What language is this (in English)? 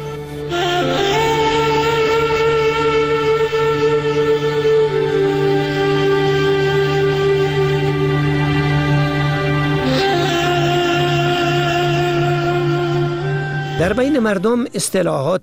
Persian